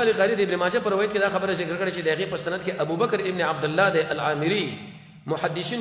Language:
Pashto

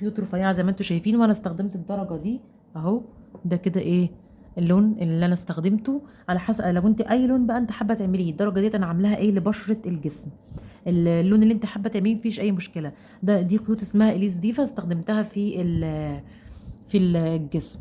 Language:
Egyptian Arabic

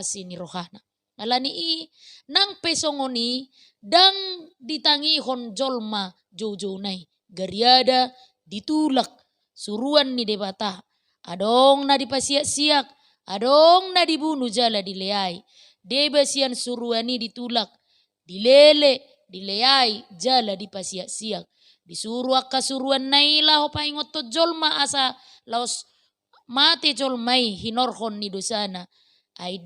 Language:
Batak Toba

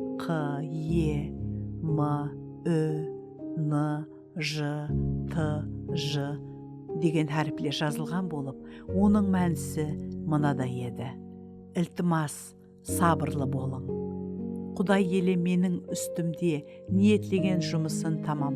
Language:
Kara-Kalpak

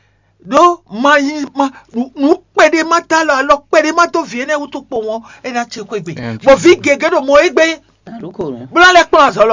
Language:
Fon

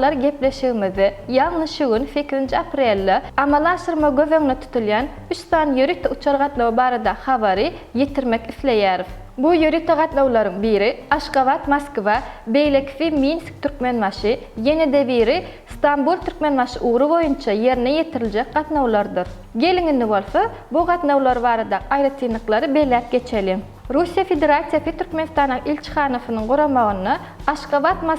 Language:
Turkmen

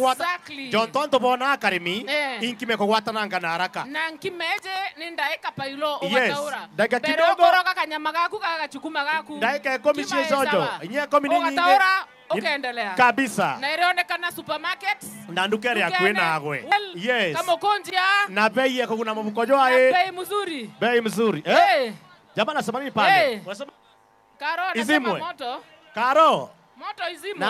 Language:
Meru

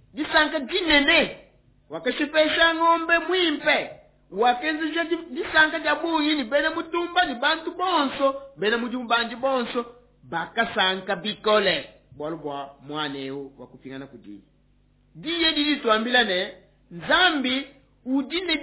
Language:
Luba-Lulua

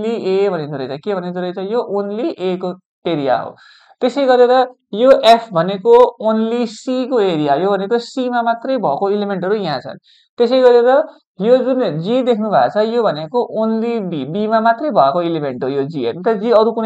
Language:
Nepali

